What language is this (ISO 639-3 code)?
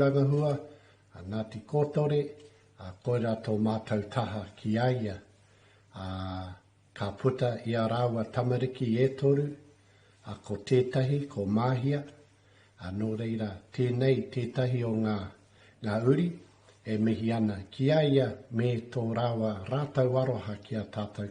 mri